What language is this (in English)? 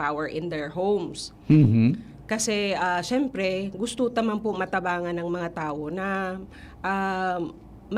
Bikol